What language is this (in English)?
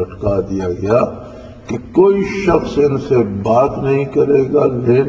Urdu